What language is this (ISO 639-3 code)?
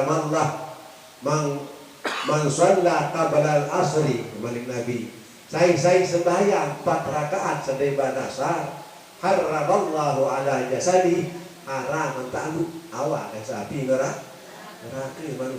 sas